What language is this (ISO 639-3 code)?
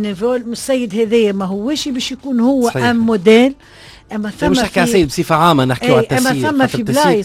aeb